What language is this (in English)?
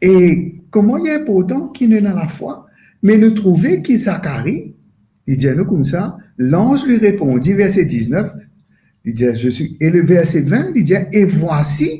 Morisyen